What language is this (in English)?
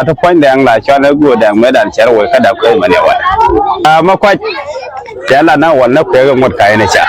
Nuer